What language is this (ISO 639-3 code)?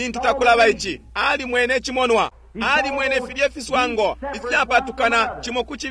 bem